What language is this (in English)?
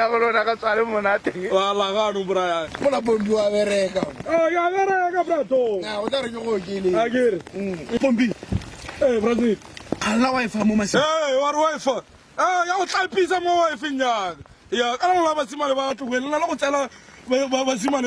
Tswana